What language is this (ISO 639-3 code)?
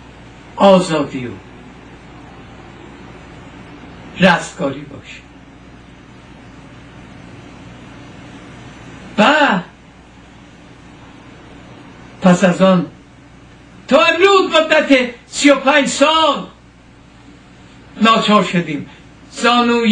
fas